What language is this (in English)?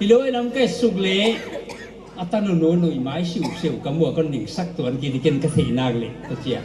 Paite Chin